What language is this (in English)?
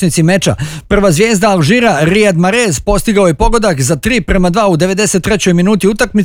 Bosnian